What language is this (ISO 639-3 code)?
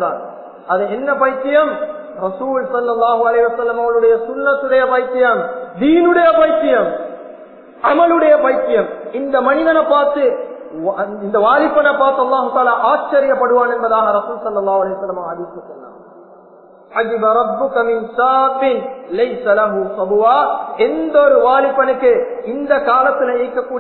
tam